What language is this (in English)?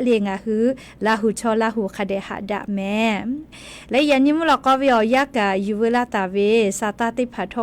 Lahu